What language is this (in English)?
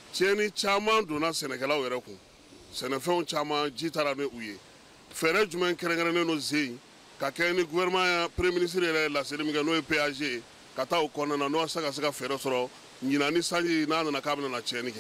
Bambara